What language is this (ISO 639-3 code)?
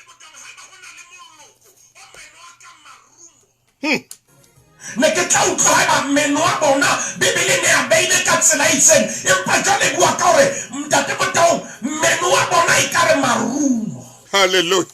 sot